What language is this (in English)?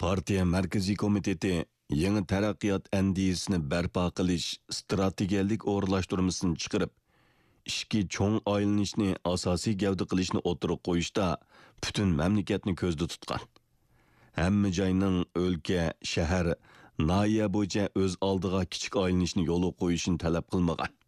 Uyghur